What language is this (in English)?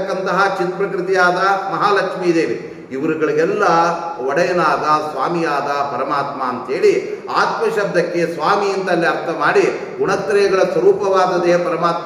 Kannada